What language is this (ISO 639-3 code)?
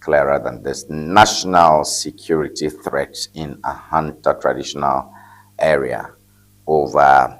ewe